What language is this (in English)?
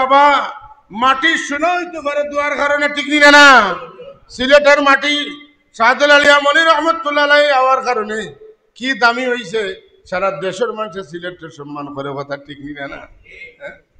Sylheti